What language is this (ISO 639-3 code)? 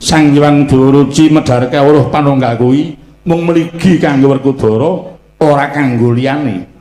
jav